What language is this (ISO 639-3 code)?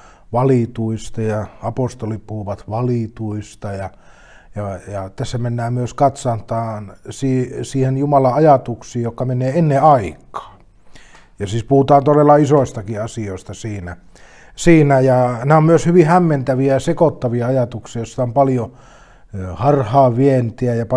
fin